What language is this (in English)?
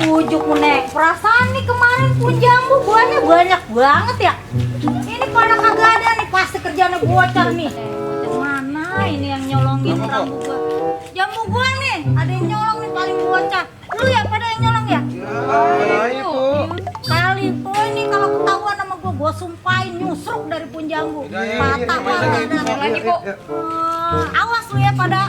Betawi